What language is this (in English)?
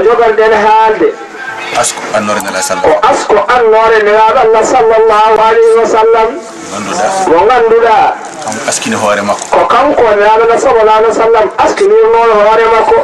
Fula